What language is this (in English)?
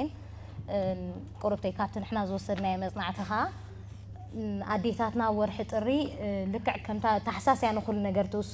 Tigrinya